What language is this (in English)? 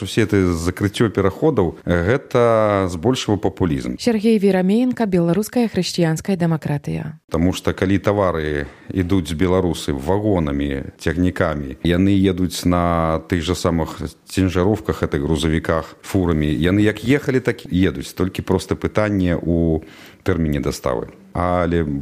Belarusian